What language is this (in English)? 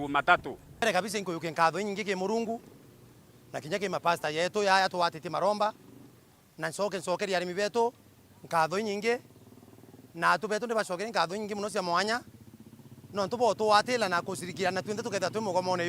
Meru